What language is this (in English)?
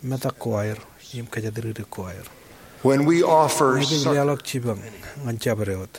Marshallese